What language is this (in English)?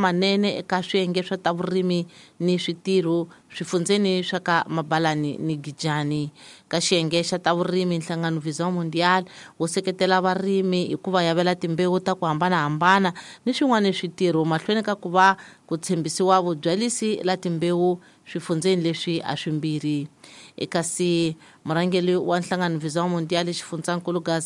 Tsonga